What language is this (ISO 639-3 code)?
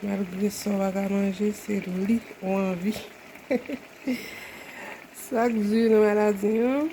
hat